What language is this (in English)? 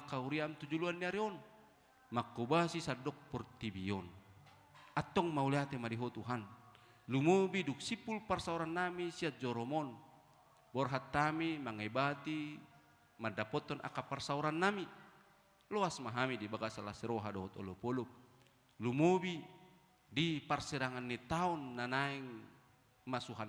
Batak Toba